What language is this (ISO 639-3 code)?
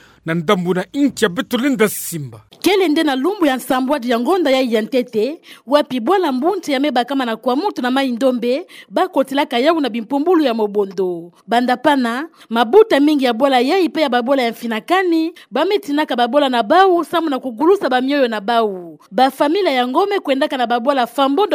ktu